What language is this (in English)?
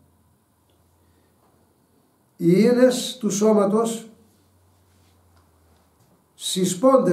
Greek